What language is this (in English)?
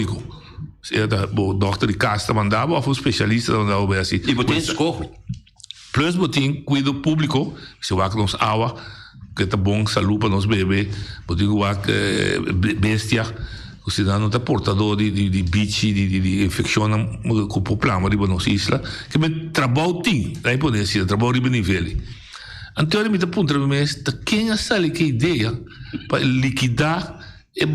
Papiamento